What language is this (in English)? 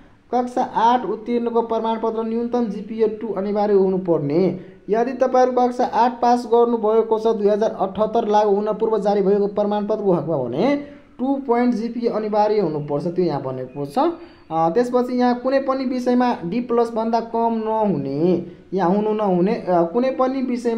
Nepali